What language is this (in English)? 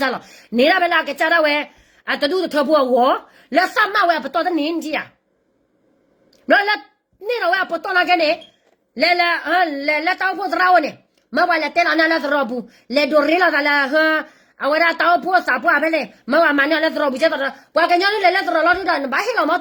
S'gaw Karen